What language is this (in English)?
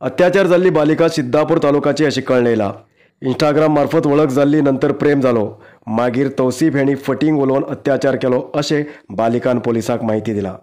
Konkani